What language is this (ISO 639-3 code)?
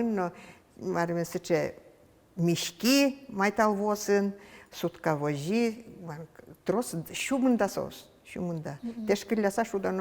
udm